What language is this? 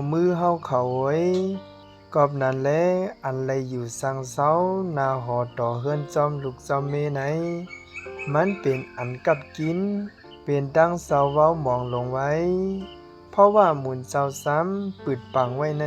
Shan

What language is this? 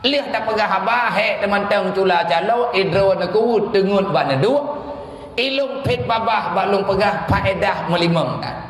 Achinese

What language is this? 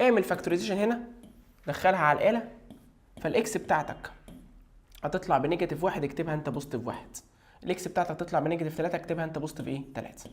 Egyptian Arabic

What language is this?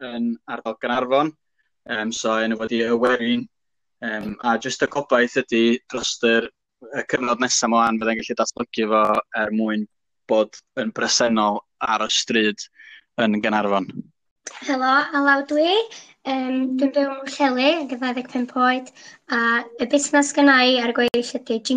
Welsh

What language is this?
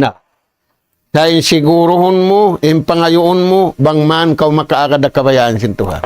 Tausug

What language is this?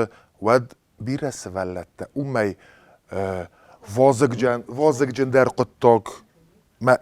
Ossetic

